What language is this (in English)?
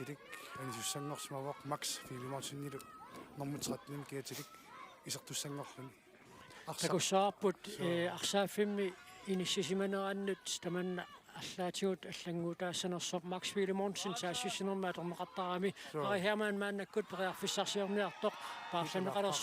Kalaallisut